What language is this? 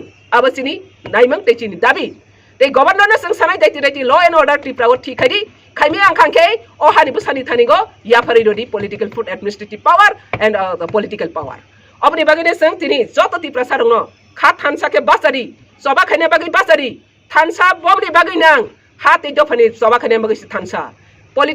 Kok Borok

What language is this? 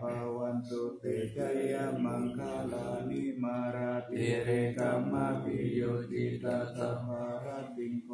Pali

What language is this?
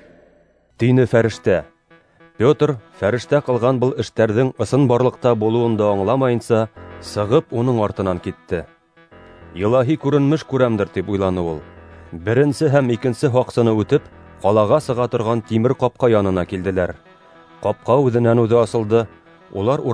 Bashkir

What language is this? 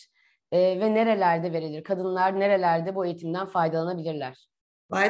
Turkish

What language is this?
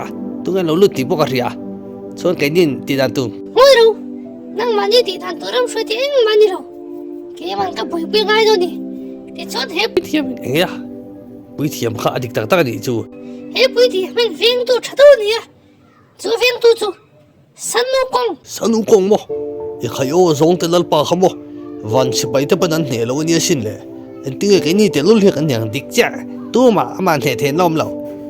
Mizo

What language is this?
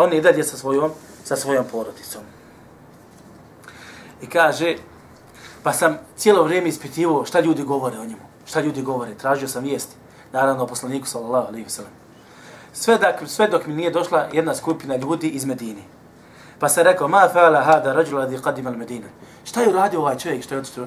Bosnian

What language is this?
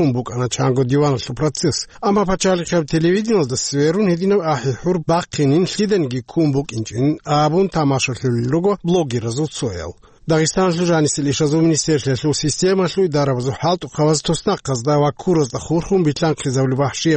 Avaric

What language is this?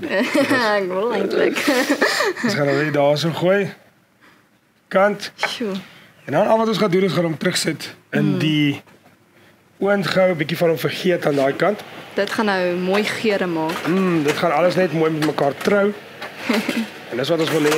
Afrikaans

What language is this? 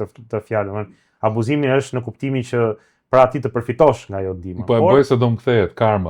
Albanian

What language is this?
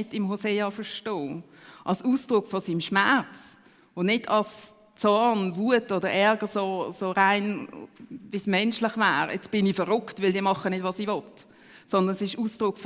Swiss German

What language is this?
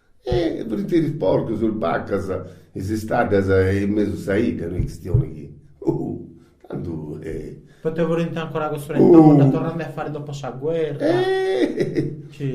Sardinian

